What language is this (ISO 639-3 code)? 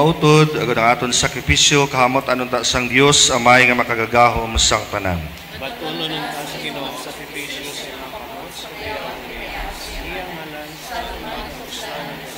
hil